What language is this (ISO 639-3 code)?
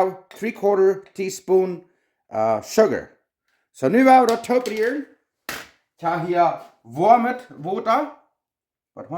pdt